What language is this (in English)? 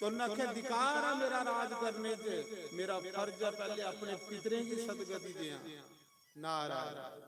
Dogri